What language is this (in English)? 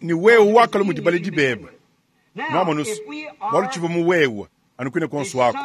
Luba-Lulua